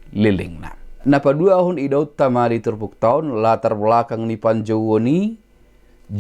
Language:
Batak Toba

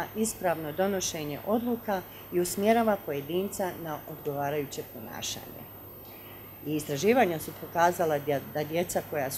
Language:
Bosnian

